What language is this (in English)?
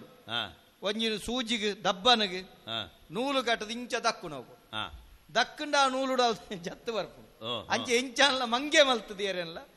Tulu